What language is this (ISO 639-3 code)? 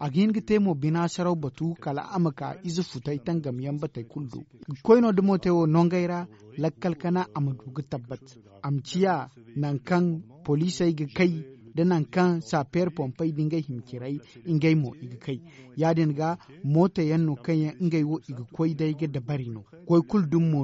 dje